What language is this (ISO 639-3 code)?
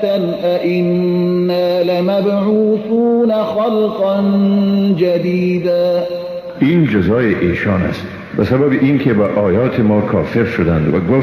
fas